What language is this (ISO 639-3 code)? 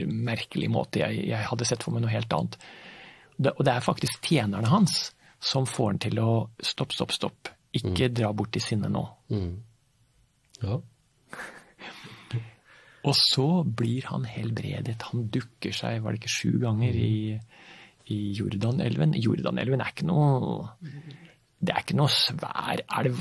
nor